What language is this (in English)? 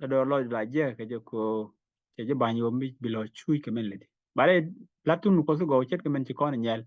Nuer